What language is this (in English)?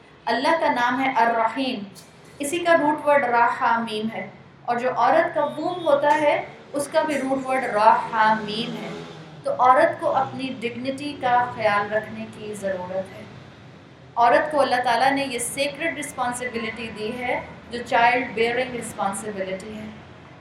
Urdu